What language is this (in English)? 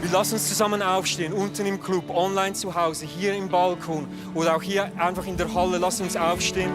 Swiss German